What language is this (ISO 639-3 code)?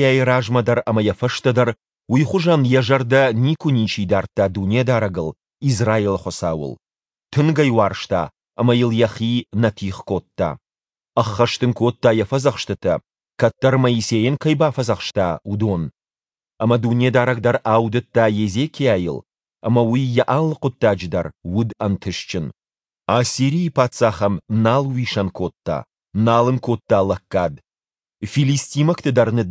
oss